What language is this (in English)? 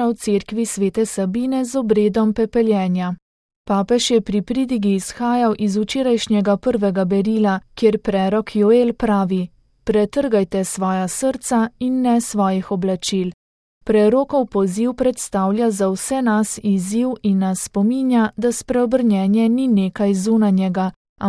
Slovenian